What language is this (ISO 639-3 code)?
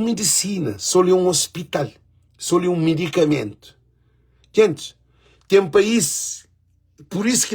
kea